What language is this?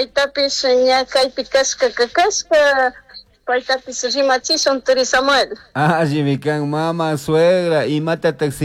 Chimborazo Highland Quichua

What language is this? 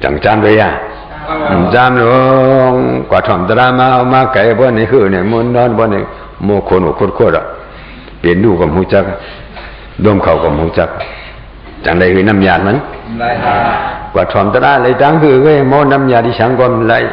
Shan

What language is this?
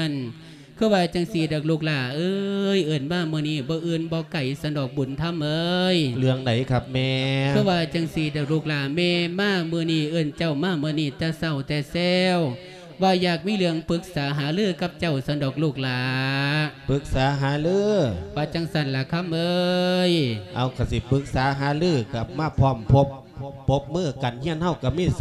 Lao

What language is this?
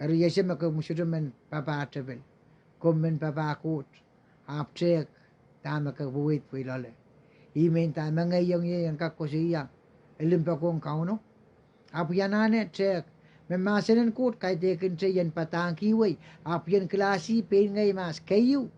Pohnpeian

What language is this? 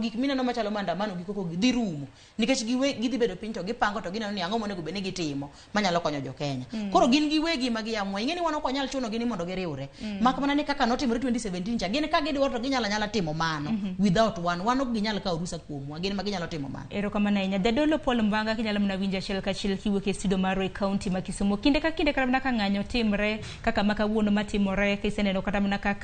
Luo (Kenya and Tanzania)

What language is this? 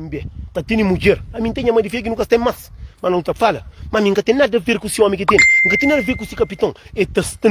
Kabuverdianu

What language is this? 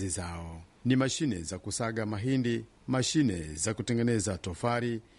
Swahili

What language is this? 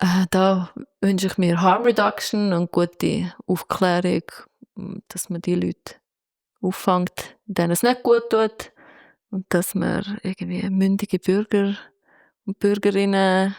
Swiss German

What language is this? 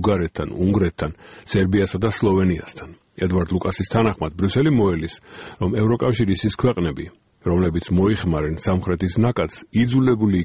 Georgian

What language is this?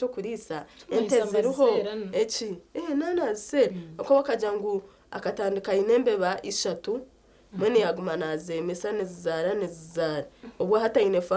Nyankole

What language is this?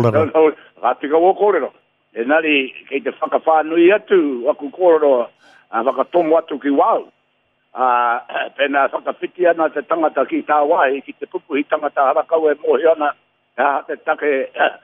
Māori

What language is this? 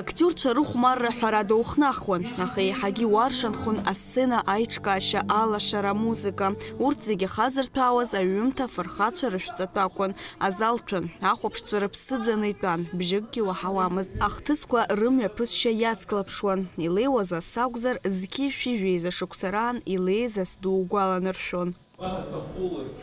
Abkhazian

